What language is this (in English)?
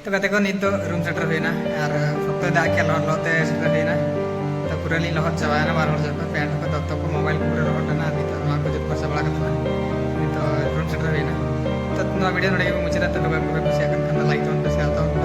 Santali